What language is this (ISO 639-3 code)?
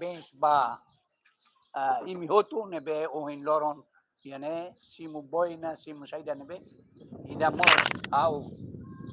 tet